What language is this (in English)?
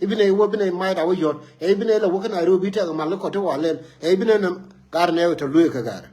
Nuer